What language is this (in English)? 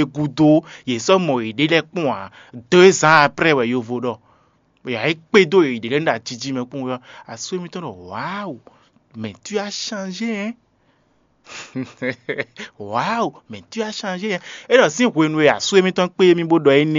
Fon